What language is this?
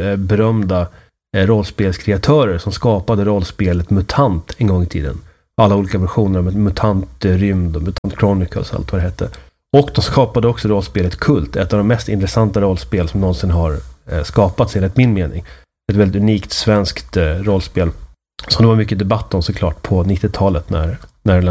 Swedish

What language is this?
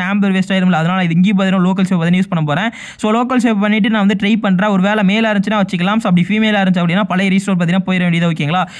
Tamil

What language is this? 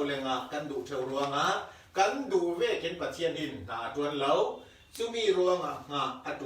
Falam Chin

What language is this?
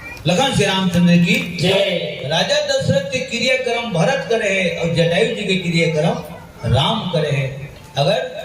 Chhattisgarhi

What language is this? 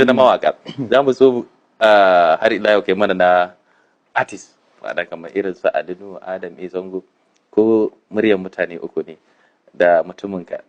Hausa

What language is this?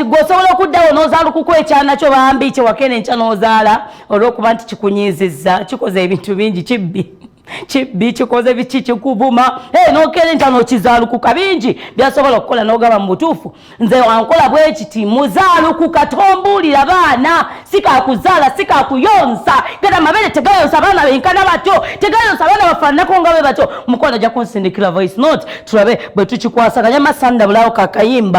Ganda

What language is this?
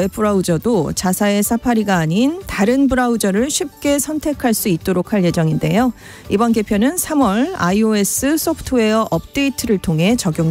Korean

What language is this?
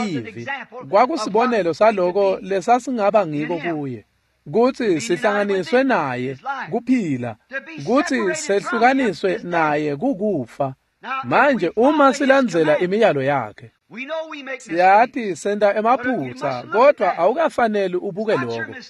Swati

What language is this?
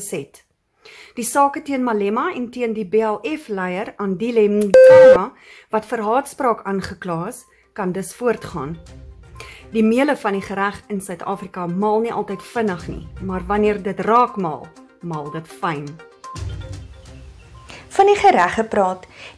Afrikaans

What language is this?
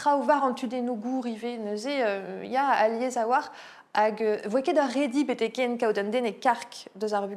Breton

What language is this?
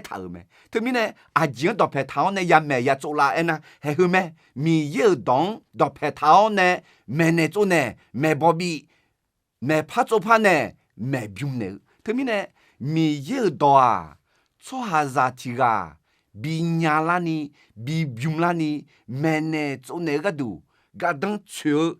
Akha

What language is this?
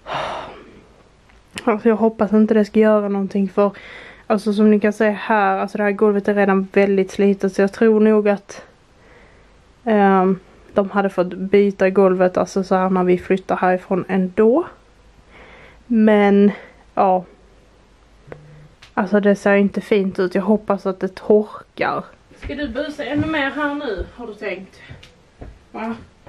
Swedish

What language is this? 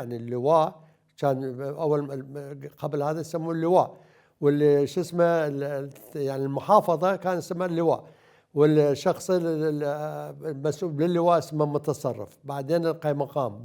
Mesopotamian Arabic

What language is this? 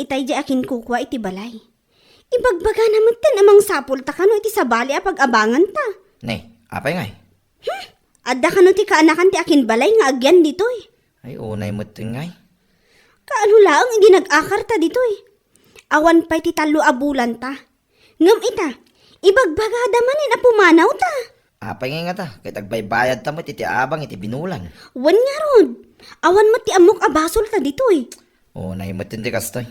Iloko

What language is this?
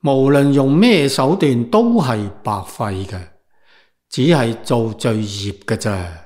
Cantonese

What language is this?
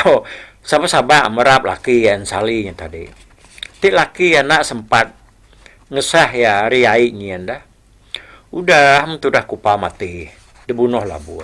Iban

